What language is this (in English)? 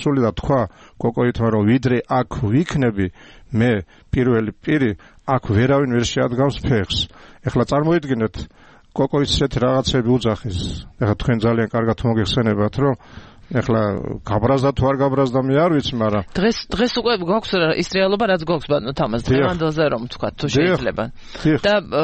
Georgian